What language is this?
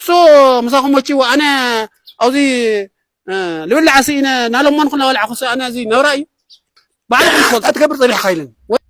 Tigrinya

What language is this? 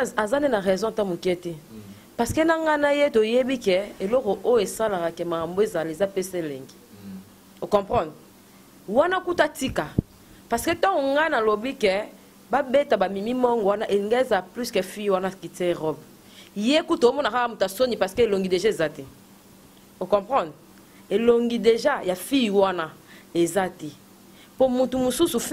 Lingala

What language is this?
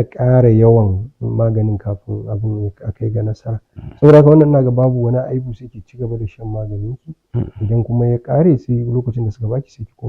Hausa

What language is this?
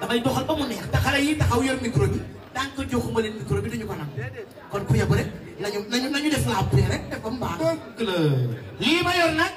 Wolof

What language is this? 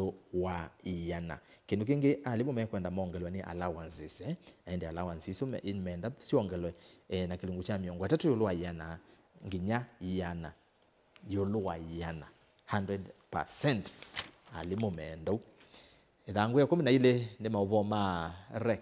Kamba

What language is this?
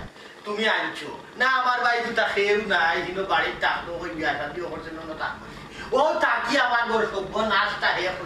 Sylheti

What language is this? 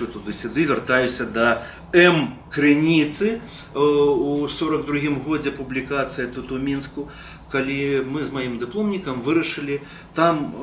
Belarusian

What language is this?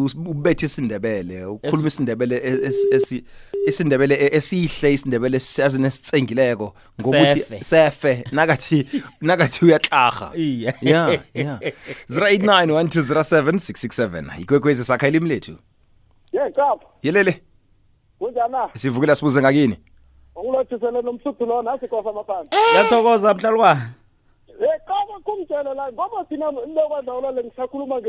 South Ndebele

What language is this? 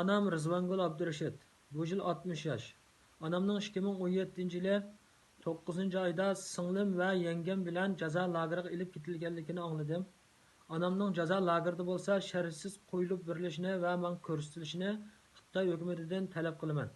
Uyghur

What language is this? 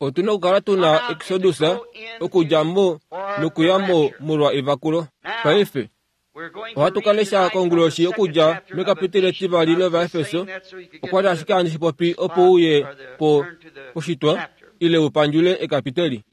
Kuanyama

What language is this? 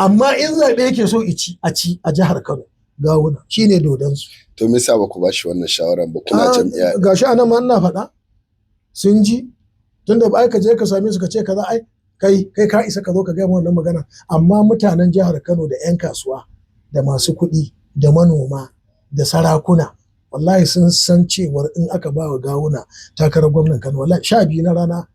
Hausa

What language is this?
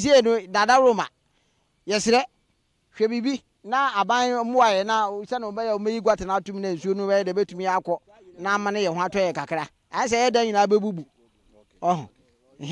Akan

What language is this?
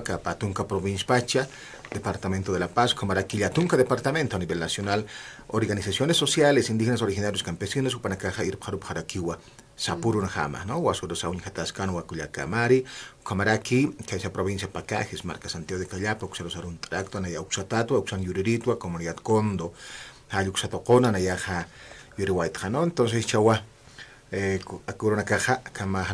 Aymara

